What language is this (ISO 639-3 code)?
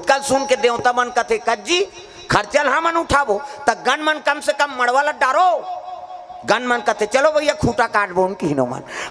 hne